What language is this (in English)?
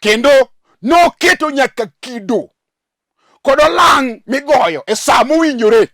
Luo (Kenya and Tanzania)